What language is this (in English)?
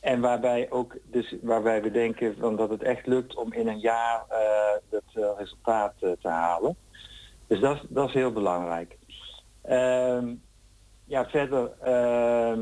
Dutch